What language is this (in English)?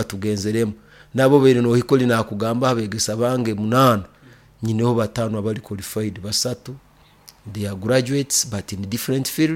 Nyoro